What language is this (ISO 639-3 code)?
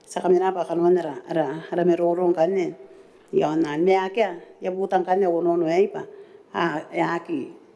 gil